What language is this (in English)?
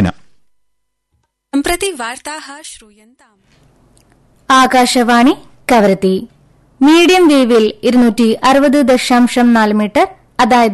Malayalam